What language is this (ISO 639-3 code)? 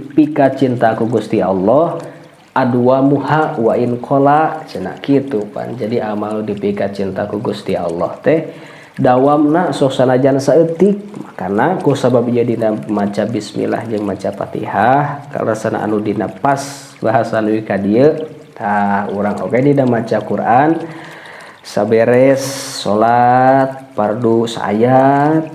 sun